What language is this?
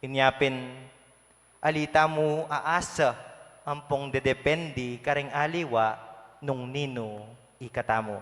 Pampanga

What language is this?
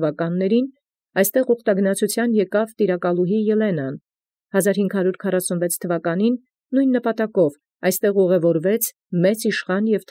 Armenian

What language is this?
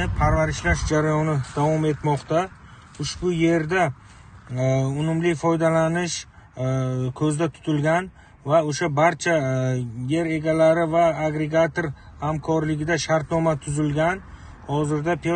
Uzbek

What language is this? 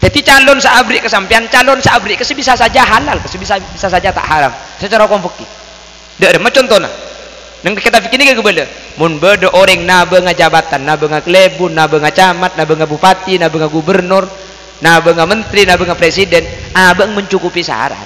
Madurese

